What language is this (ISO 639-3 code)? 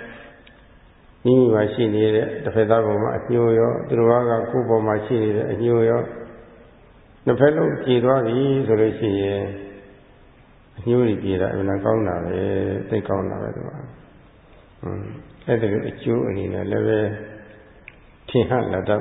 mya